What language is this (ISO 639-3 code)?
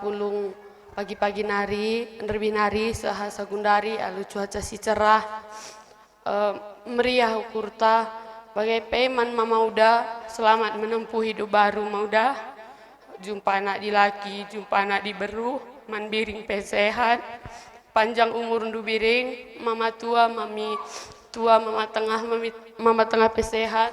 btx